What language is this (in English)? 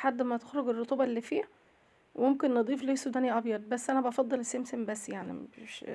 Egyptian Arabic